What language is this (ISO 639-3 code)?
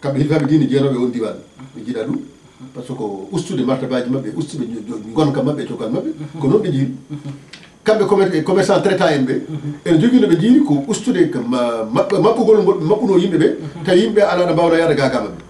ful